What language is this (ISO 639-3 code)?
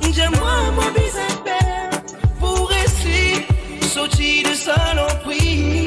mfe